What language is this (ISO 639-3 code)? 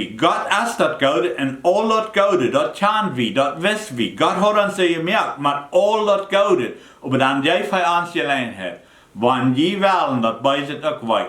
pdt